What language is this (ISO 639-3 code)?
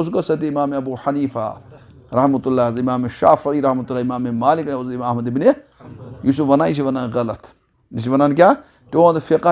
kas